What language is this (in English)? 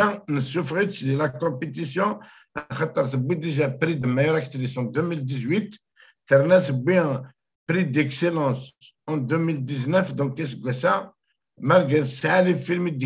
Kabyle